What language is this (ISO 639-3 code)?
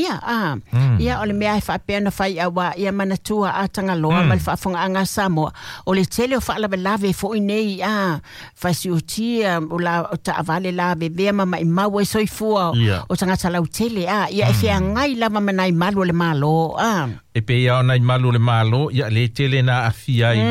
smo